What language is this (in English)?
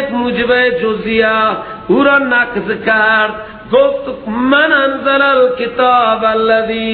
Persian